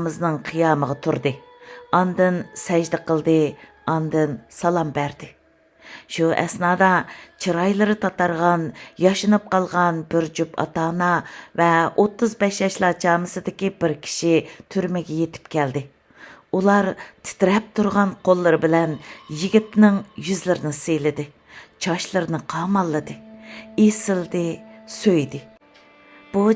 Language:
Uyghur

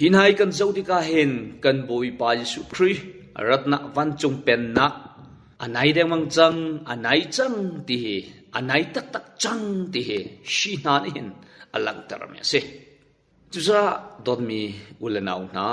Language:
Hakha Chin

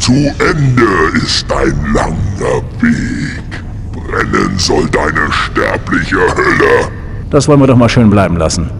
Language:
Bavarian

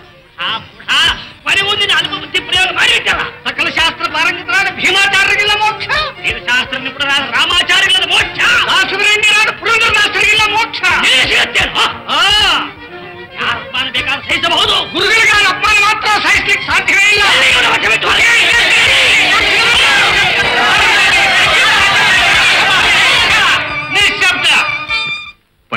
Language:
Kannada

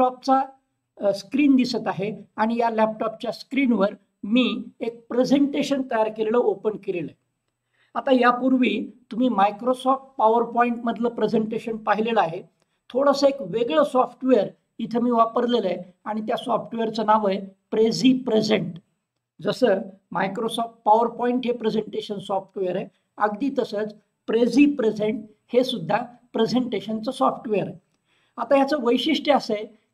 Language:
Marathi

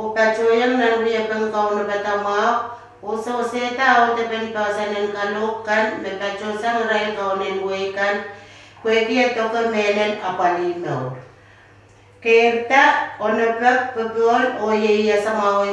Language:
Pohnpeian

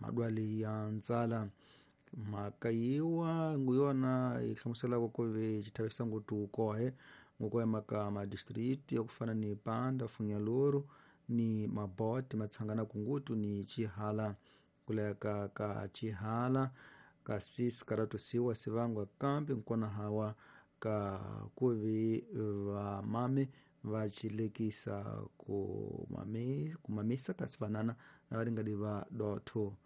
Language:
Tsonga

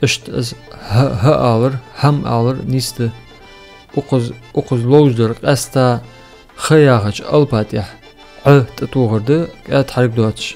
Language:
Ingush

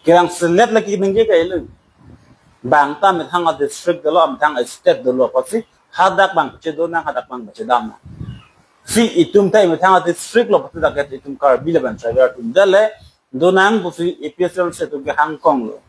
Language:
Karbi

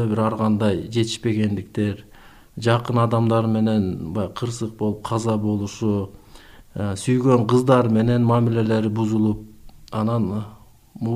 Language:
Kyrgyz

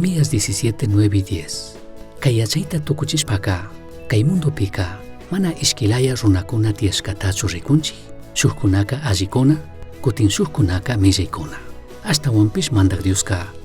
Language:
Chimborazo Highland Quichua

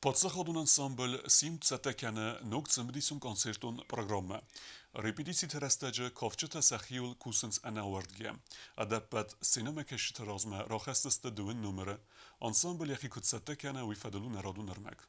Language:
Ossetic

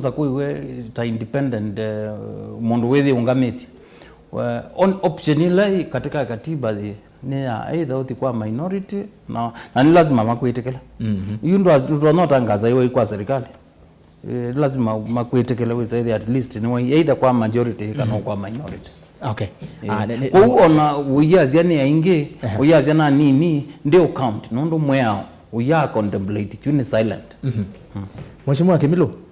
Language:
Kamba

